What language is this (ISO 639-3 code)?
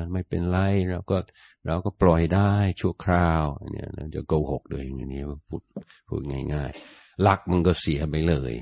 tha